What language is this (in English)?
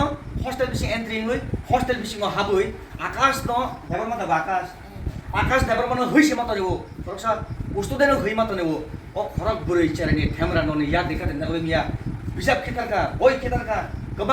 Kok Borok